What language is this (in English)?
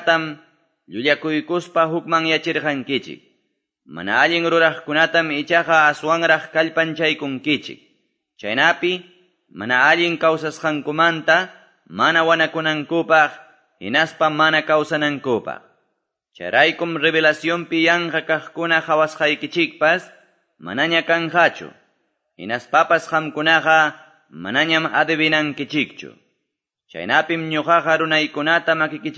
Quechua